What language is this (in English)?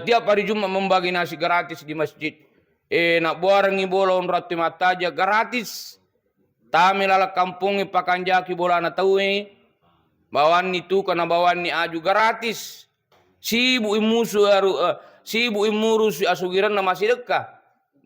Buginese